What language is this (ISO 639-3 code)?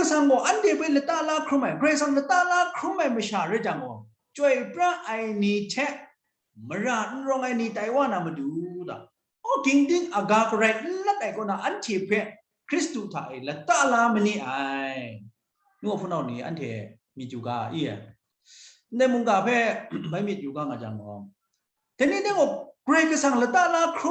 kac